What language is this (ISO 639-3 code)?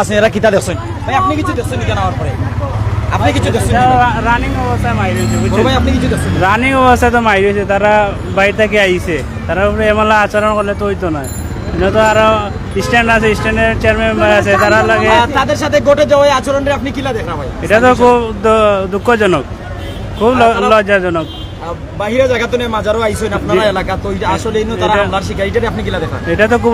syl